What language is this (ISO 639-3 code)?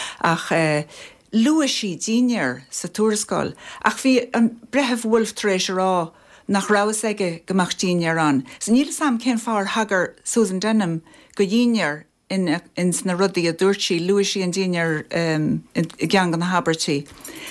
gle